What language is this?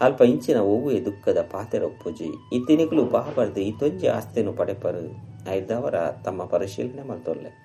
Tulu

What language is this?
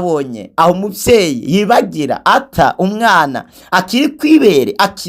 Rundi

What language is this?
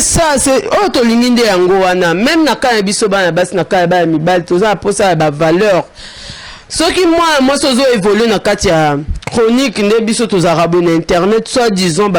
Lingala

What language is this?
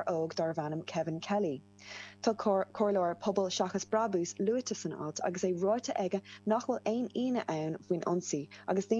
Irish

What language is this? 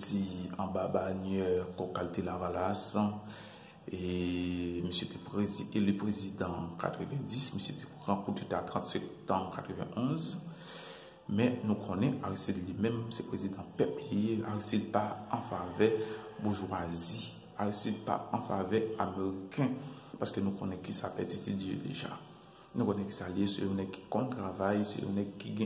Haitian Creole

